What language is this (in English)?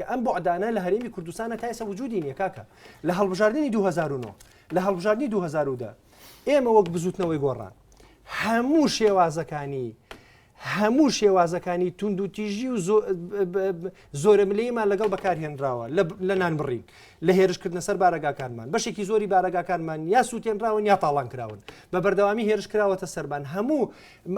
Central Kurdish